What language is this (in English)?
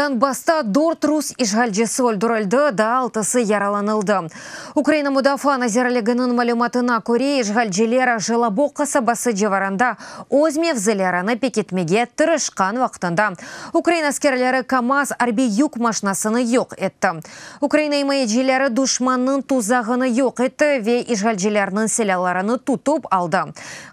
Crimean Tatar